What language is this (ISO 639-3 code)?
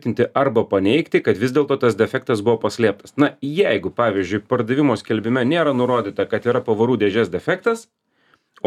lit